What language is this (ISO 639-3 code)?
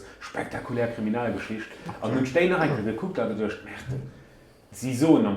ltz